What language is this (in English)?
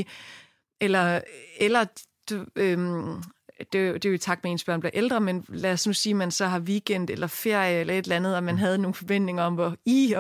Danish